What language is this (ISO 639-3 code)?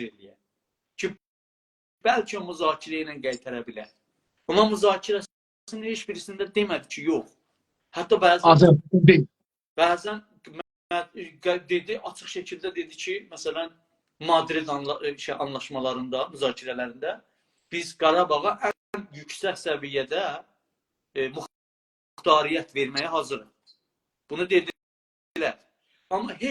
azb